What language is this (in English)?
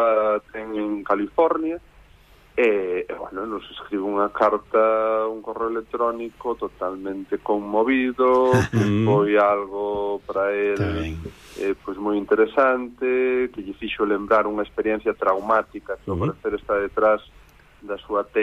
Galician